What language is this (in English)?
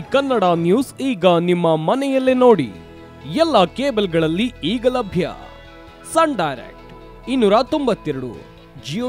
Kannada